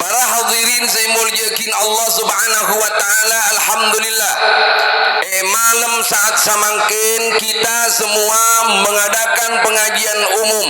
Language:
Madurese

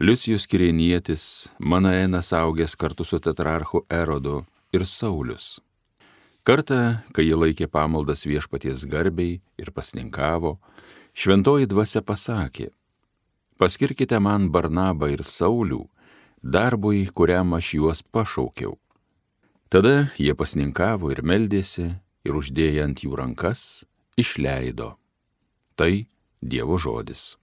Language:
Lithuanian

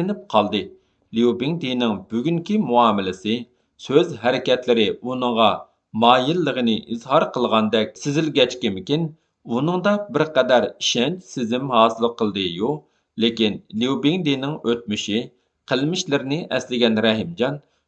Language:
Uyghur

